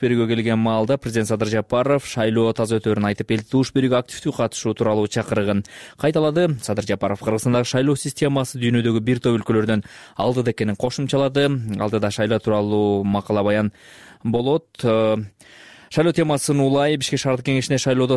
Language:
Kyrgyz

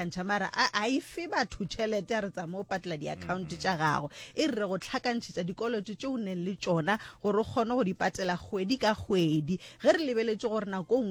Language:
Northern Sotho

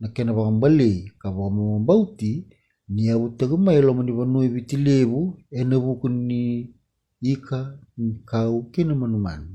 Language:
Fijian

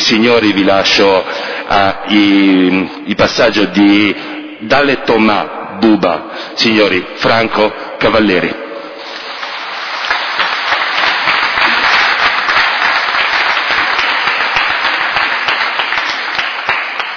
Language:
Italian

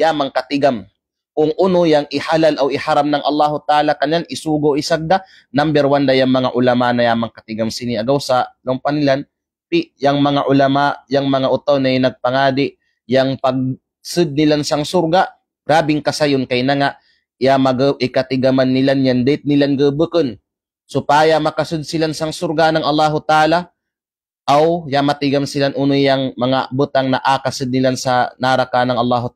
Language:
Kalagan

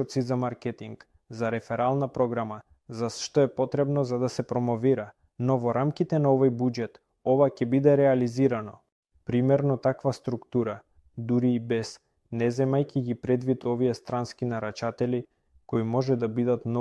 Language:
Macedonian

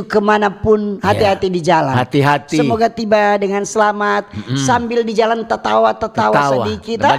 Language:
Manado Malay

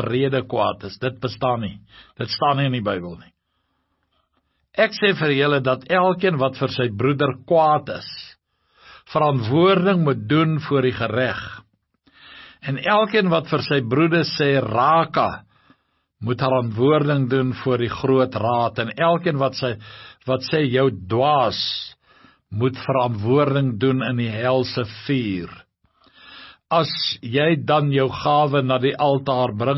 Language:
Afrikaans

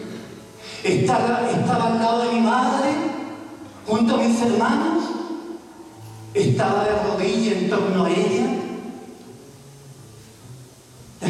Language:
Spanish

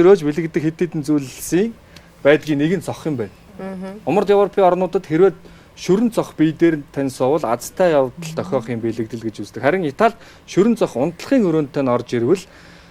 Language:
Mongolian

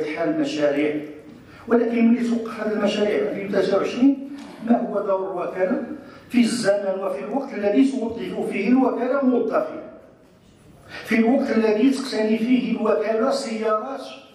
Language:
Moroccan Arabic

